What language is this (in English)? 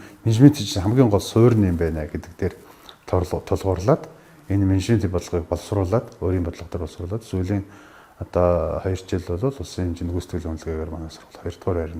Mongolian